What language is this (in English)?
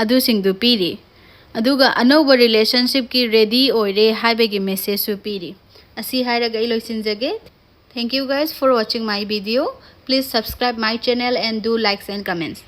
Manipuri